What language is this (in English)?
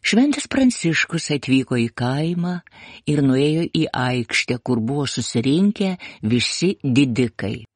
Lithuanian